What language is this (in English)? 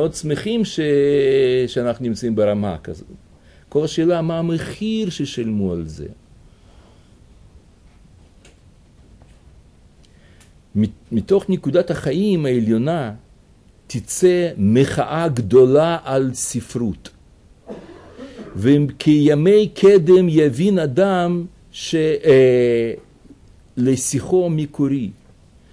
Hebrew